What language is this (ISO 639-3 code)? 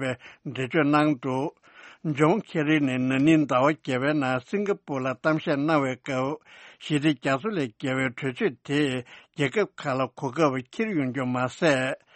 bod